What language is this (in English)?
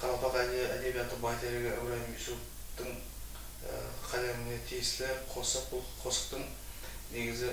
Kara-Kalpak